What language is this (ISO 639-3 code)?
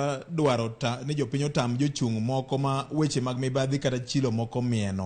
luo